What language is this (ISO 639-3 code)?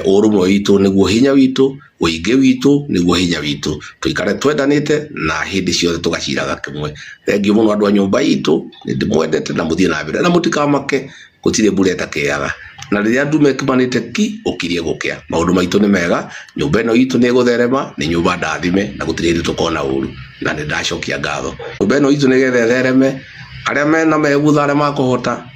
kik